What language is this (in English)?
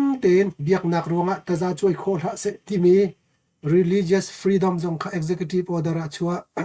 Hakha Chin